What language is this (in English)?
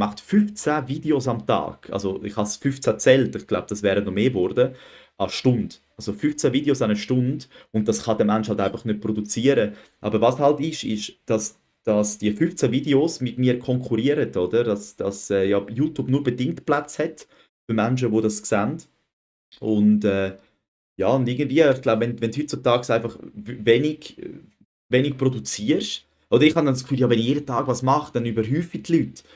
Swiss German